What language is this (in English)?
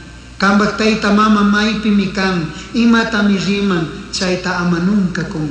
Chimborazo Highland Quichua